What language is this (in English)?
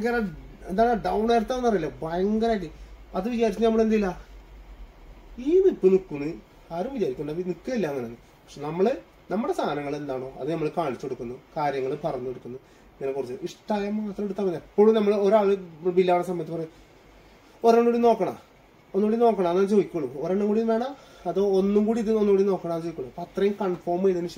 Malayalam